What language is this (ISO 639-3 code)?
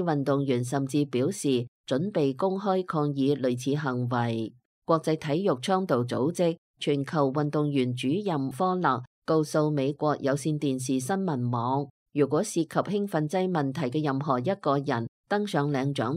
yue